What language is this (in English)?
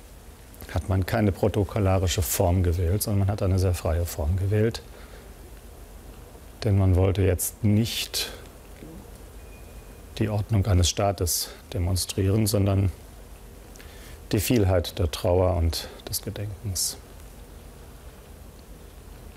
German